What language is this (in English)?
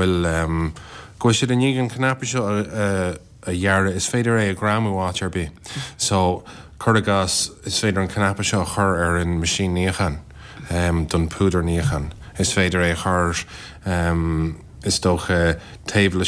Irish